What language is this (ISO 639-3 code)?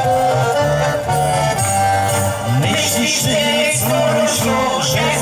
pol